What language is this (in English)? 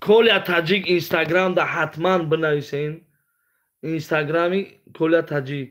Tajik